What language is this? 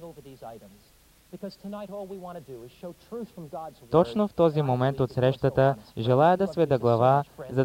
Bulgarian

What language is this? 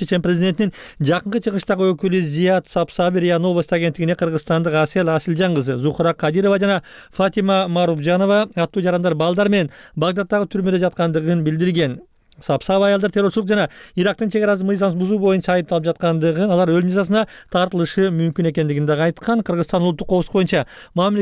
Kyrgyz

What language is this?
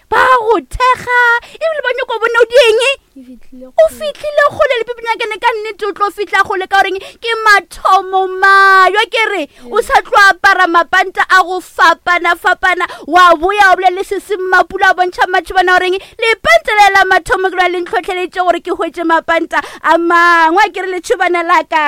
Northern Sotho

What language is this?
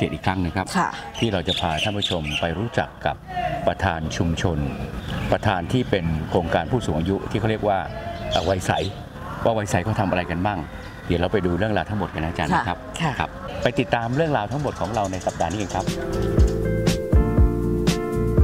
Thai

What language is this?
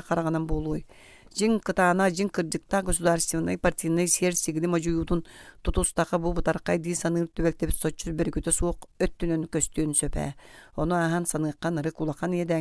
Yakut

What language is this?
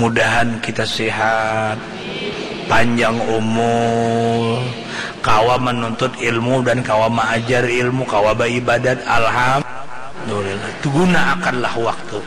Banjar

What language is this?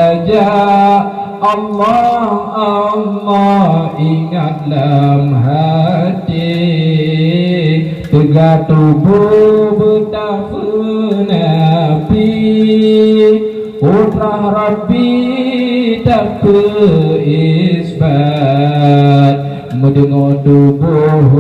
Achinese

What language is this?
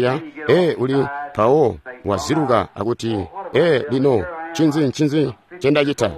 Tonga (Zambia)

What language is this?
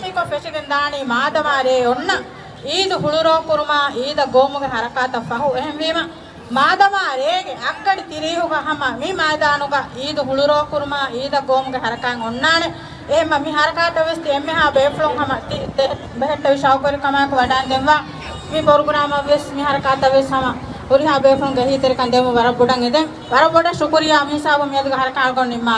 Divehi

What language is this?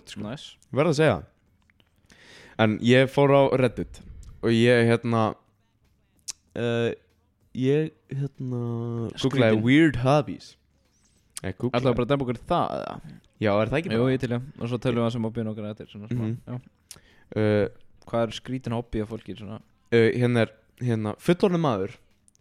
Icelandic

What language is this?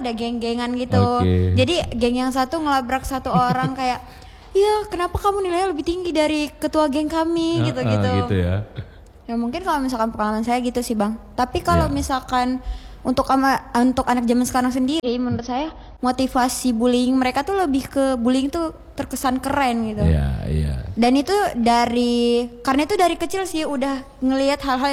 Indonesian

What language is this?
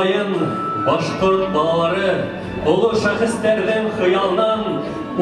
Bashkir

